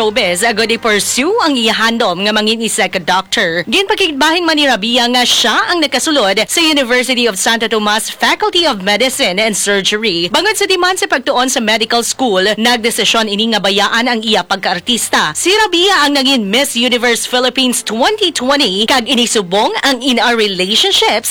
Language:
Hiligaynon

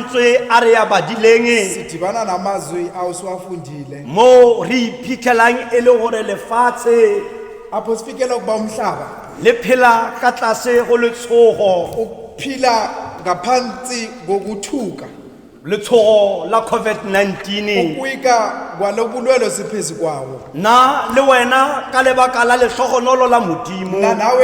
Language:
Tswana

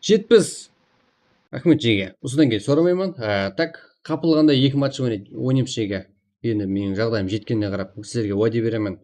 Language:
Kara-Kalpak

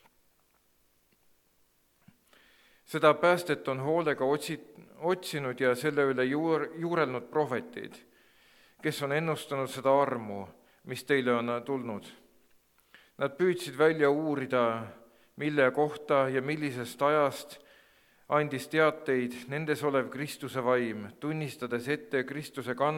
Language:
Estonian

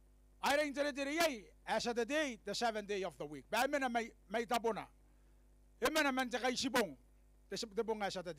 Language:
Gilbertese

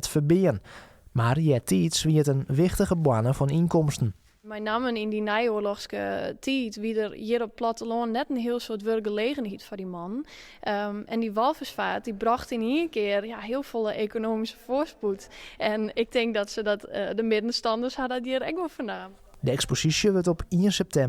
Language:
Western Frisian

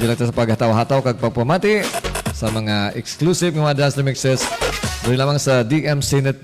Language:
Hiligaynon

